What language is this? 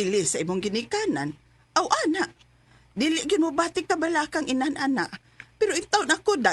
Cebuano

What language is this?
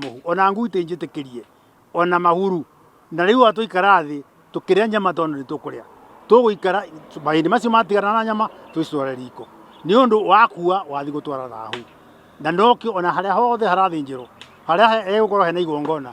Kikuyu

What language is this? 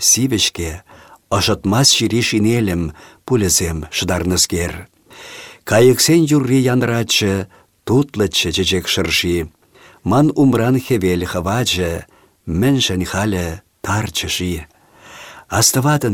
Chuvash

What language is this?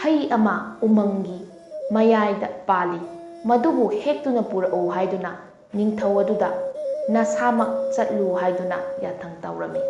Manipuri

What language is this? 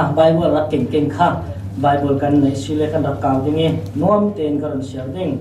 Falam Chin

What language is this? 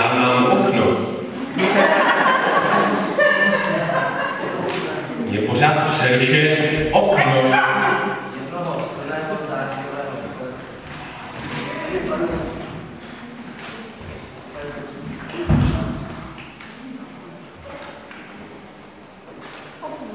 Czech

